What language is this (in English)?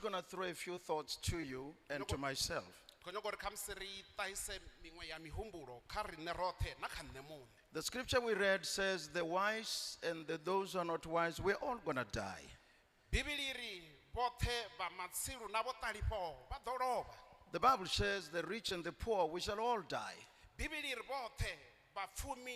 Venda